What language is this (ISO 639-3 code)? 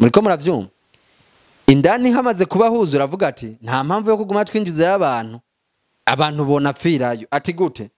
run